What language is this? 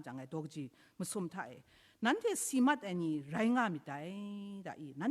Kachin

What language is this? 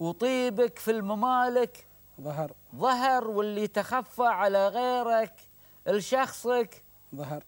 Gulf Arabic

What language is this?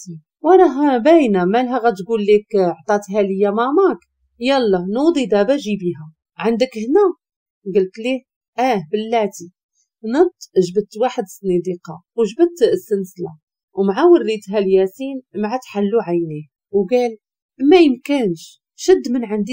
Moroccan Arabic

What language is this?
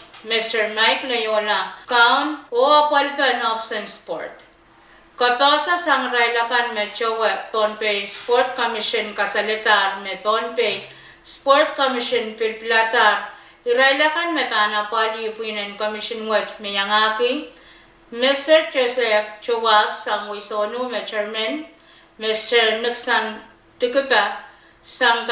Pohnpeian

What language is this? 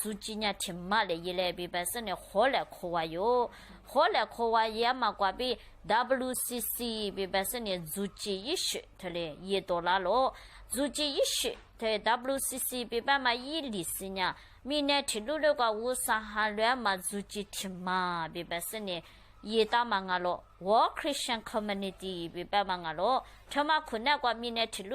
Lisu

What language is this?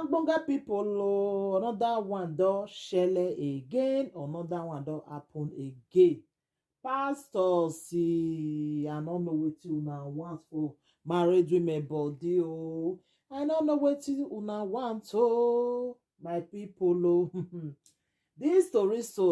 Nigerian Pidgin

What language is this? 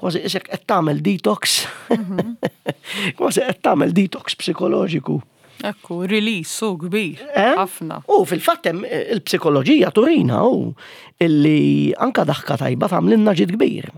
Maltese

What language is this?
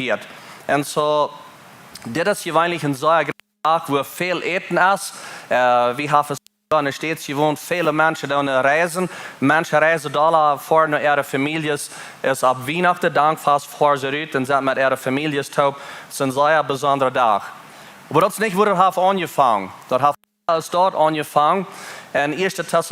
Plautdietsch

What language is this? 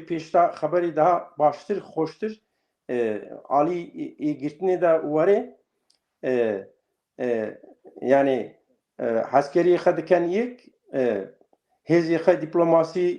Kurdish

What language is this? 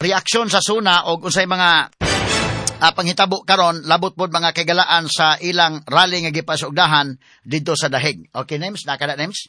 Cebuano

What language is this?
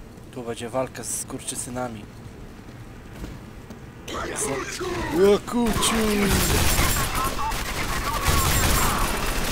Polish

